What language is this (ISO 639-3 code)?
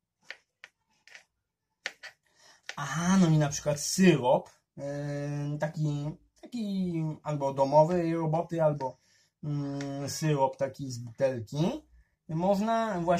pol